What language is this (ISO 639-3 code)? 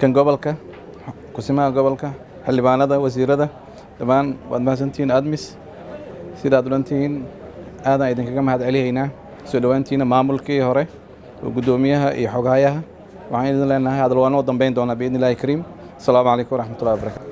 som